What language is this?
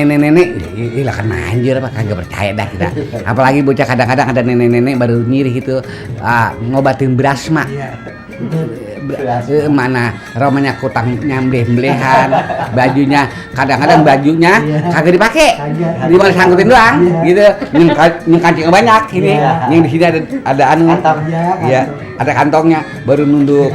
Betawi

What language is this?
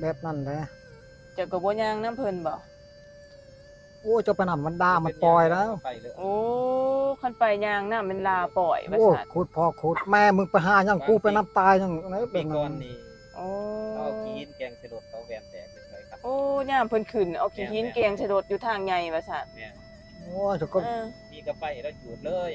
Lao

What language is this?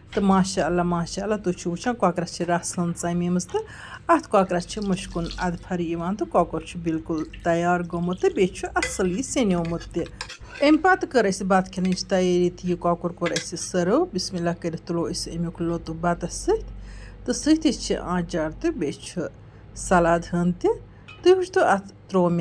Kashmiri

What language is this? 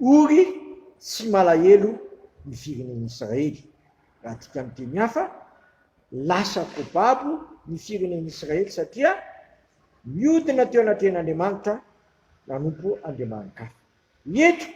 Malagasy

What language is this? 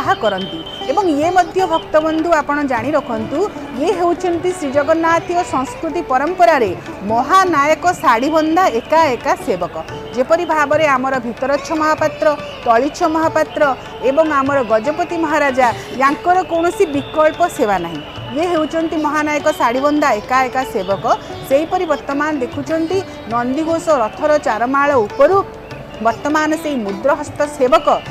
Odia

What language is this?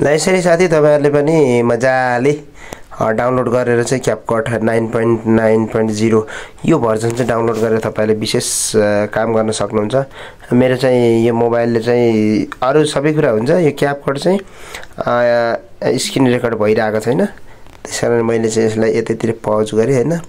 Nepali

